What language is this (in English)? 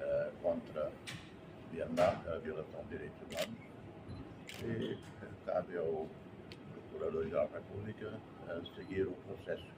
Tetum